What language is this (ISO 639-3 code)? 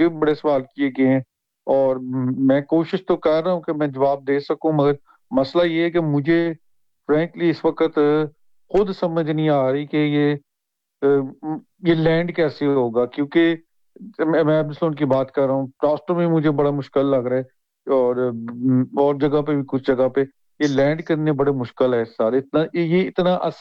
urd